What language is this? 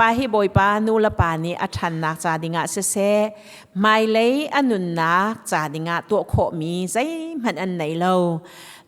Hakha Chin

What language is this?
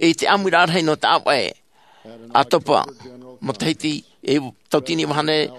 Tahitian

